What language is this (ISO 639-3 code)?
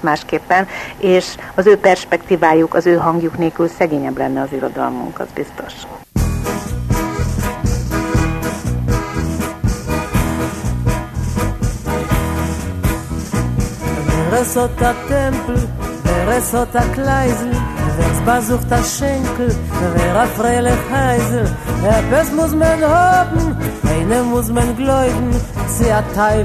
hun